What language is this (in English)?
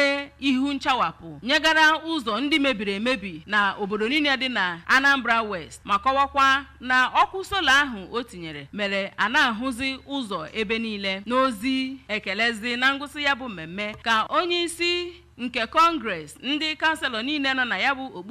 Igbo